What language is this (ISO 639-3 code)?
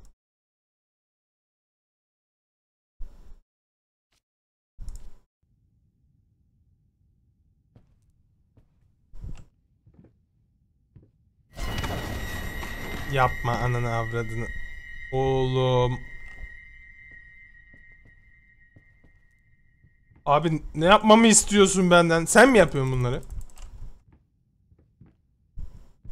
tur